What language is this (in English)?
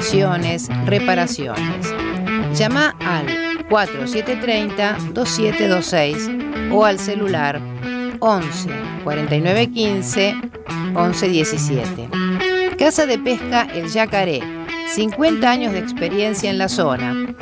Spanish